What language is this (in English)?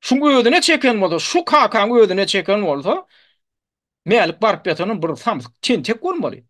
Turkmen